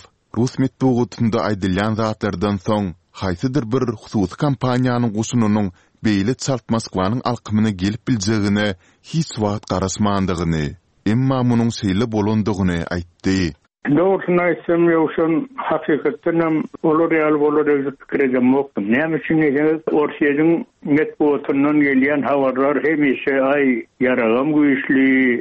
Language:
Turkmen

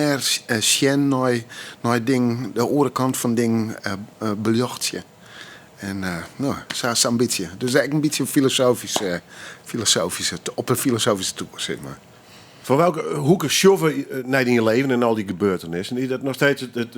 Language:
Western Frisian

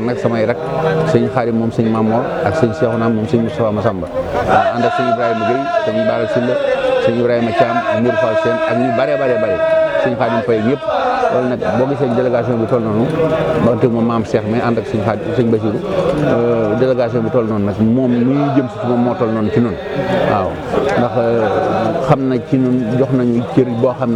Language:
Wolof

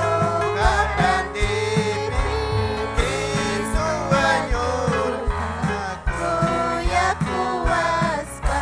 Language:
Ayacucho Quechua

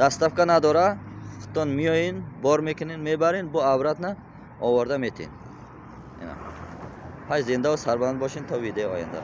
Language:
Uzbek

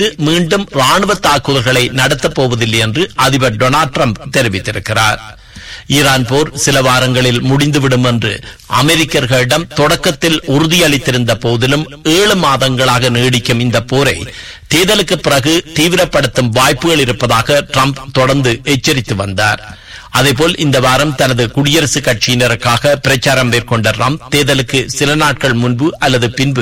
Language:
Tamil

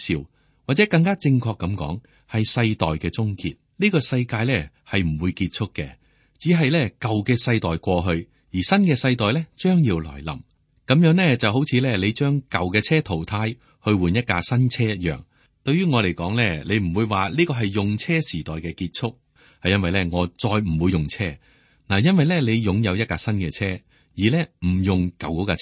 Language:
Cantonese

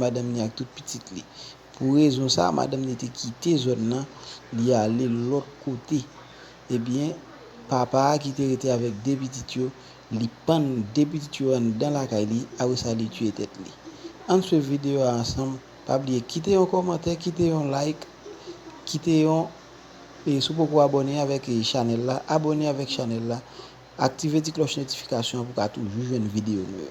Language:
Haitian Creole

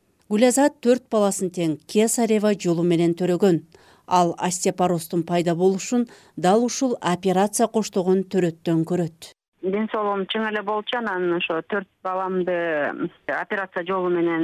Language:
Kyrgyz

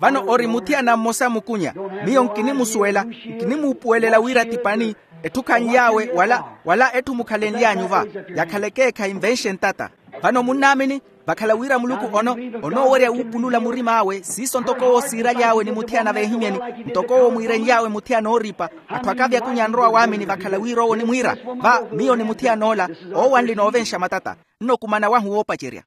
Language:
Makhuwa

